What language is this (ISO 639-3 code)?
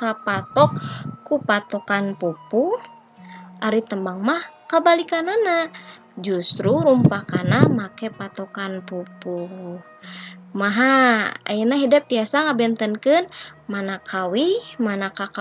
sun